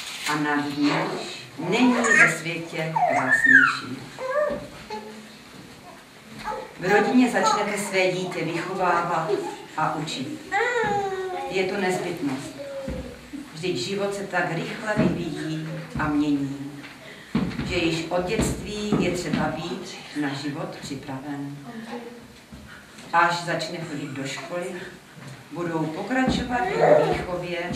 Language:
Czech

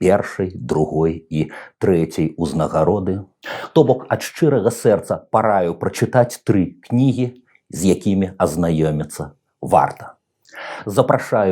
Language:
Belarusian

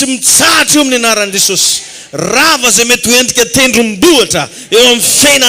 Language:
Malagasy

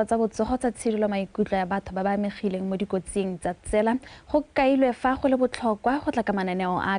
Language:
Tswana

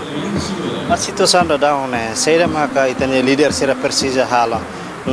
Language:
Tetum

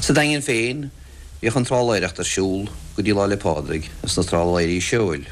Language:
Irish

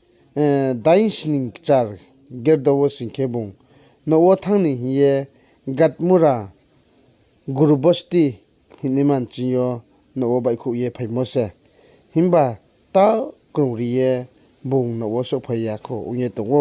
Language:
Riang (India)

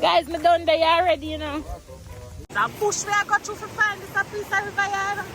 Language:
Jamaican Creole English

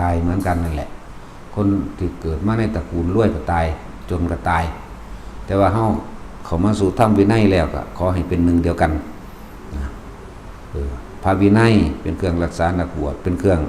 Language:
Northeastern Thai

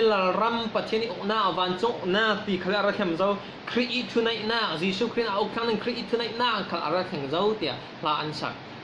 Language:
Falam Chin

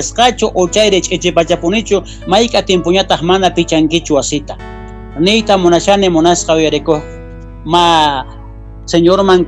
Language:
South Bolivian Quechua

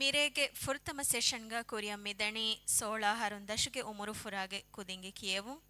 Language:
Divehi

